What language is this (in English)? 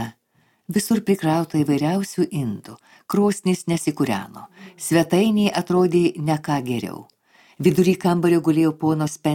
Lithuanian